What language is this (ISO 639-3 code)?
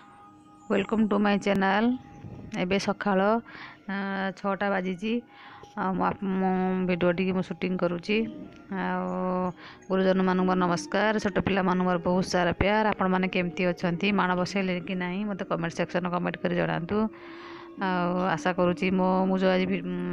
ori